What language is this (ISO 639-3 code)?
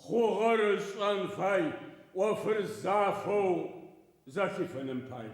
ady